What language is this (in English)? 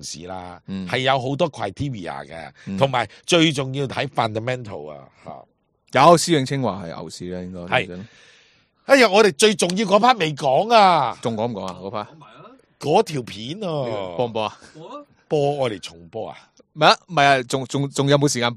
Cantonese